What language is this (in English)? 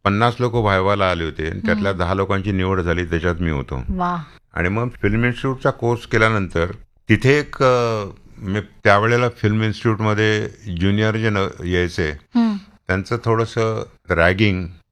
Marathi